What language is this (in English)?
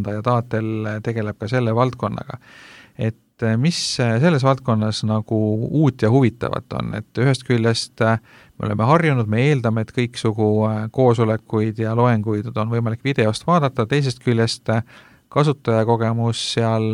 Estonian